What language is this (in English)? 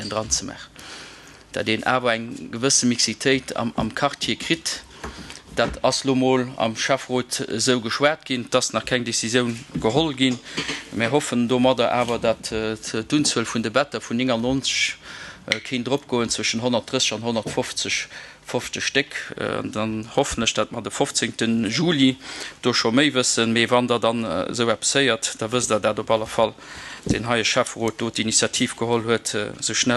Luxembourgish